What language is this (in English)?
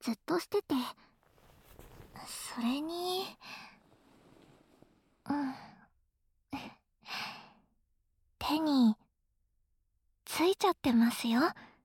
Japanese